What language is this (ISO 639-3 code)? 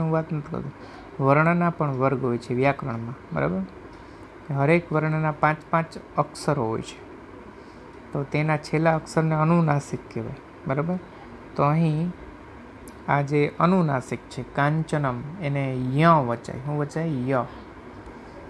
guj